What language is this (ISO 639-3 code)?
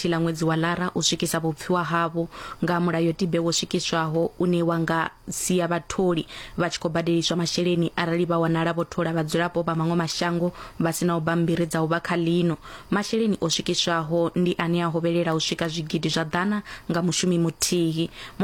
ven